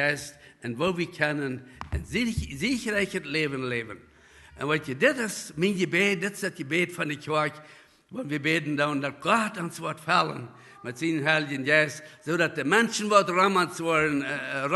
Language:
Plautdietsch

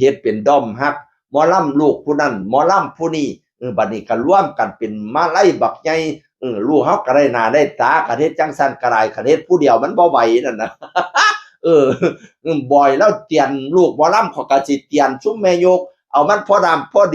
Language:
Northeastern Thai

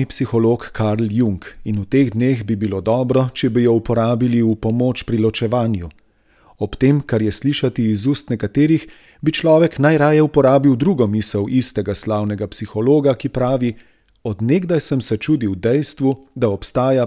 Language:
Slovenian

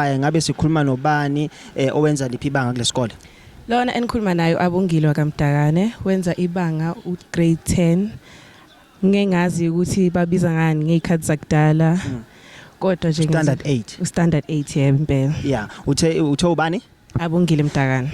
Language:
Zulu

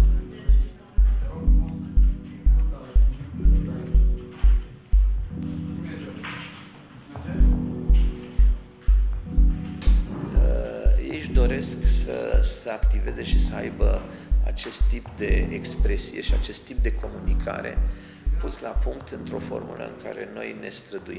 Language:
Romanian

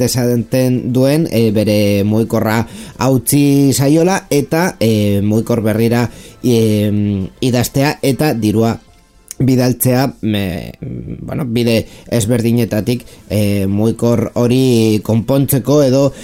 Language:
Basque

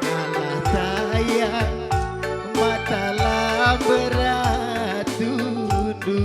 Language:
Batak Karo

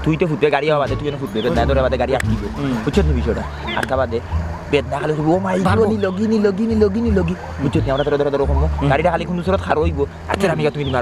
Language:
Sylheti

